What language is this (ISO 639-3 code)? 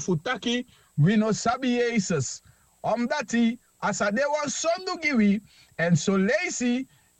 srn